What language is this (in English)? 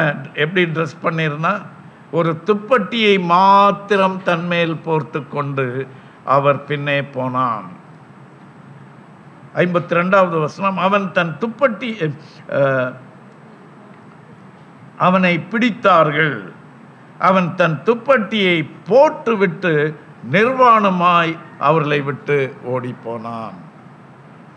Tamil